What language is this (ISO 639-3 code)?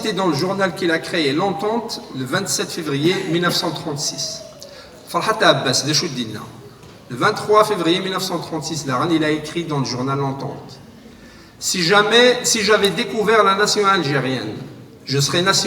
kab